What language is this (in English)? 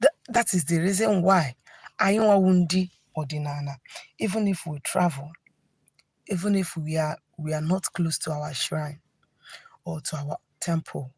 Igbo